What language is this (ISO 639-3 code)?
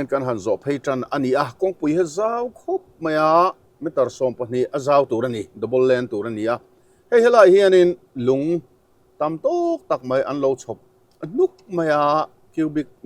lus